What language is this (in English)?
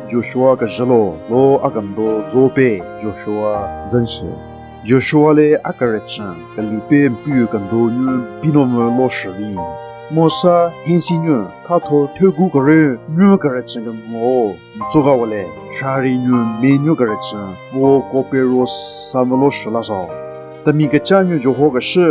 Southern Rengma Naga